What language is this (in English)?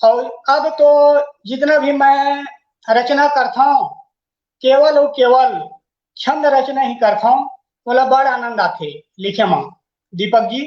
Chhattisgarhi